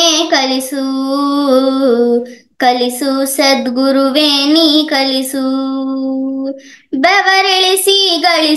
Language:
Kannada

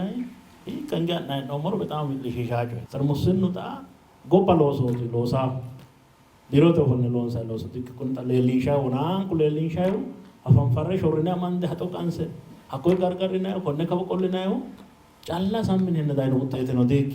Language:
Sidamo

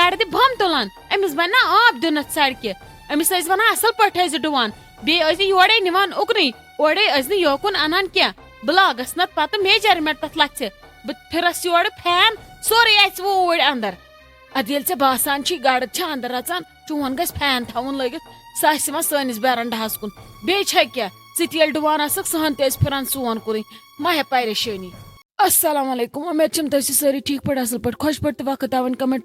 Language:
Kashmiri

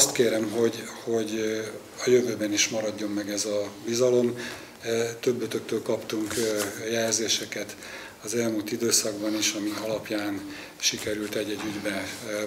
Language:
Hungarian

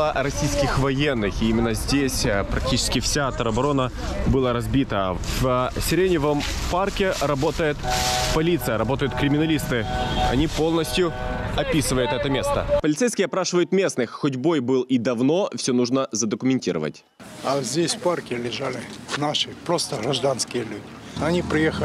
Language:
Russian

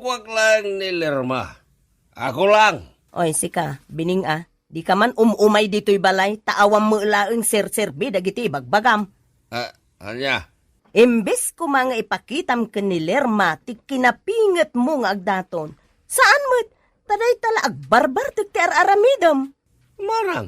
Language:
Iloko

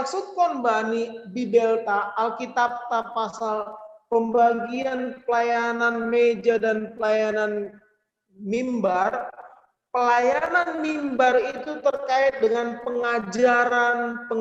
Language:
Batak Simalungun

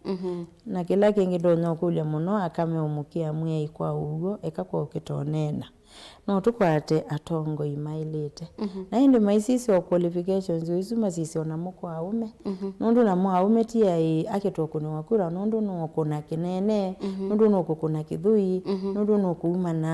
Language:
Kamba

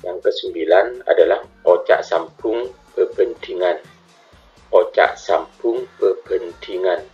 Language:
Madurese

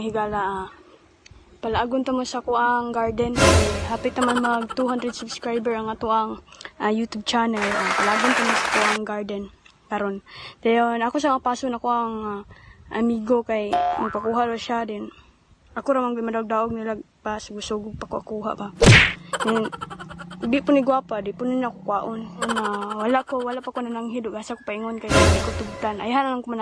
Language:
Cebuano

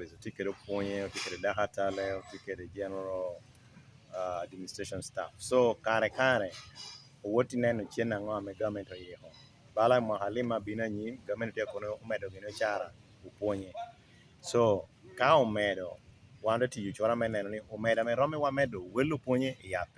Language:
Lango (Uganda)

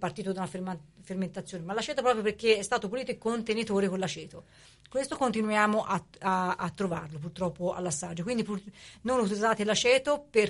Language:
Italian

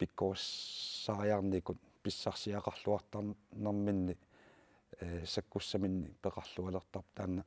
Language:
Kalaallisut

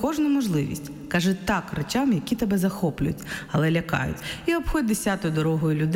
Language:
Ukrainian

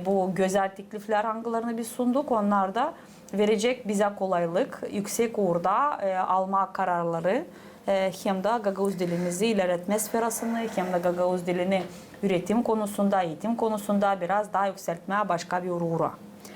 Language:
Gagauz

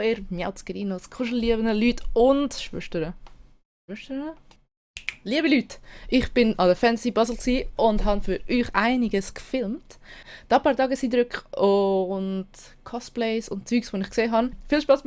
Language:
Swiss German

